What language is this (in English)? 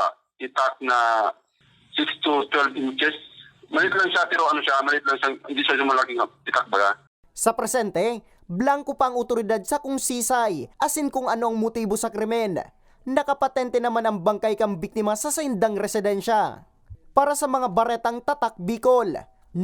Bikol